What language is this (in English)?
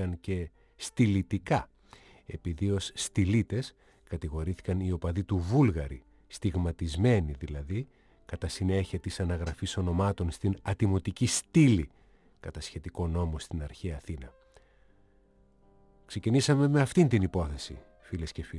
Greek